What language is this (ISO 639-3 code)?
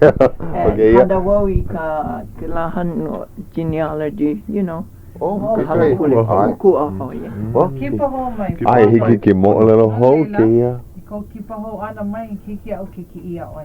haw